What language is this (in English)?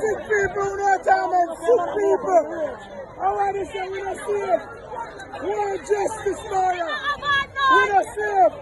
Jamaican Creole English